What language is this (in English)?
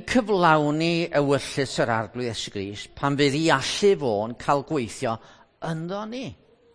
Welsh